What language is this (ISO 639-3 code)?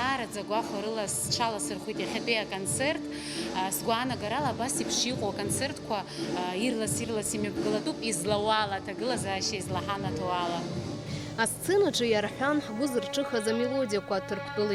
abk